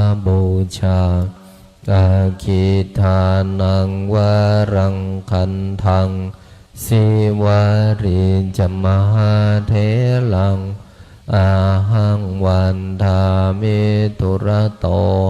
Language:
Pali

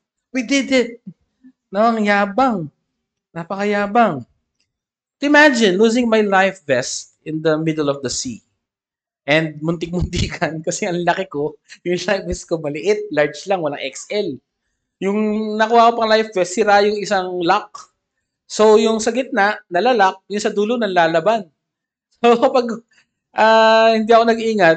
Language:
Filipino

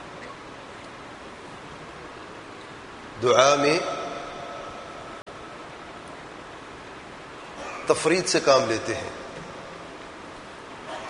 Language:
Urdu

